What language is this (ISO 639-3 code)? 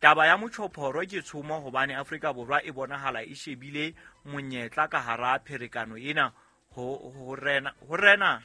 sot